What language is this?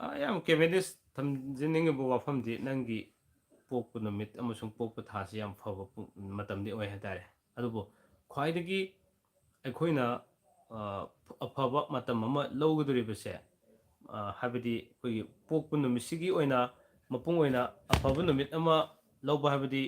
Manipuri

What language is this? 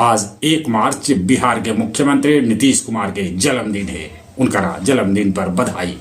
Magahi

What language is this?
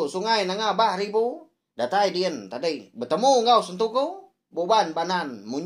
Iban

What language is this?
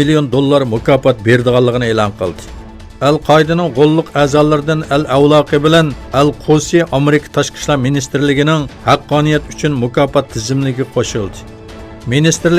Uyghur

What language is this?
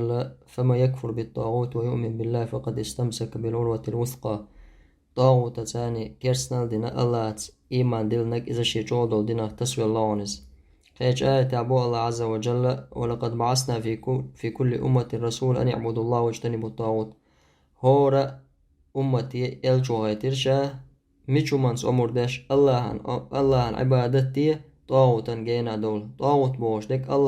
Chechen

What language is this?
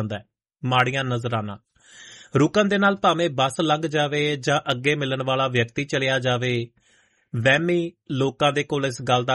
Punjabi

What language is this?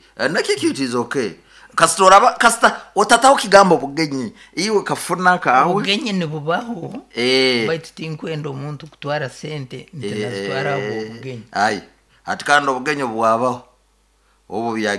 Nyoro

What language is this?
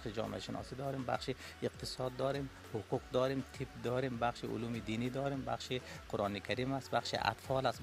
Persian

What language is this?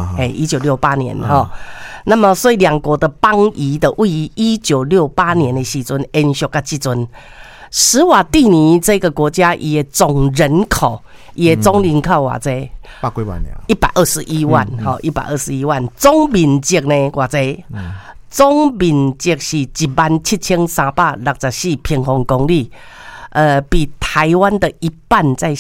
Min Nan Chinese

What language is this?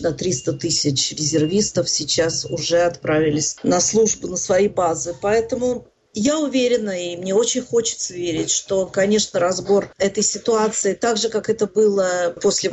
Russian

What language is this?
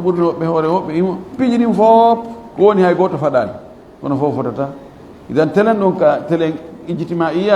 Fula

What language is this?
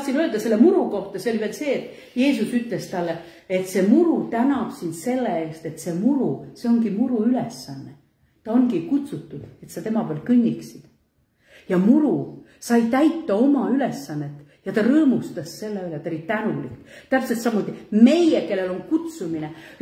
Estonian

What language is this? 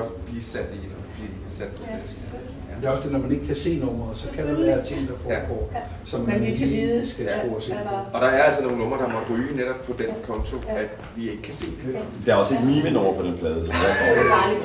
Danish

